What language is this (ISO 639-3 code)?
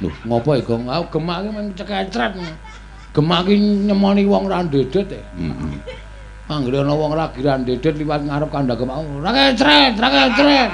jav